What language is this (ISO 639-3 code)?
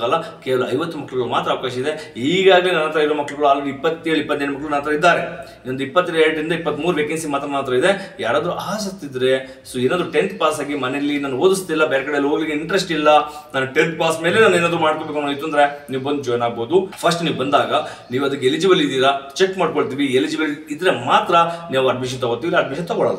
kan